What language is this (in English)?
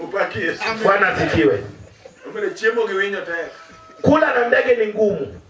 Luo (Kenya and Tanzania)